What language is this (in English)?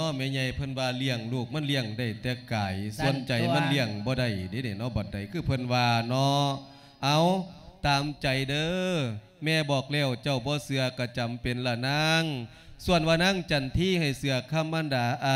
Lao